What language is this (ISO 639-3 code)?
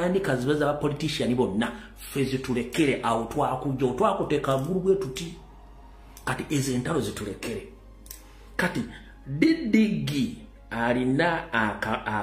lug